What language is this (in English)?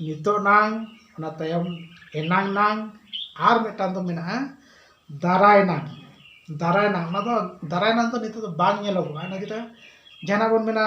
Santali